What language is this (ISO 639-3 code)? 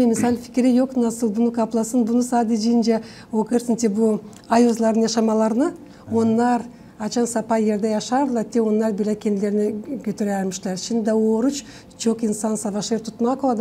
gag